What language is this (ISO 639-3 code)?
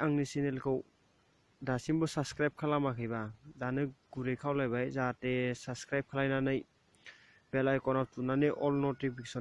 brx